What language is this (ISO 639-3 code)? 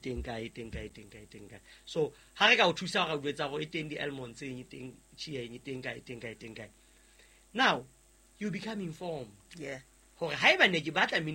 sot